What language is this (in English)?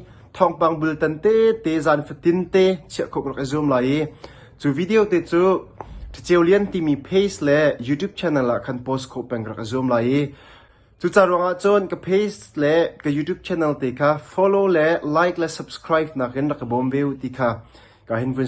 Hakha Chin